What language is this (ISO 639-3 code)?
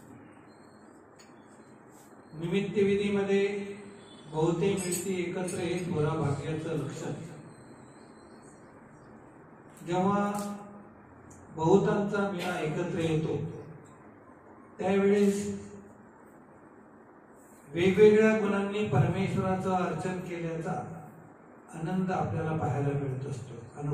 mar